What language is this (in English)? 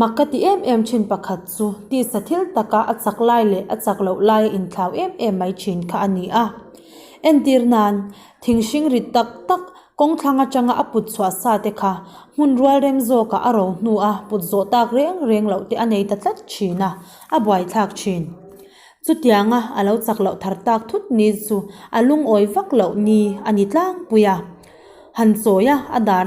Mizo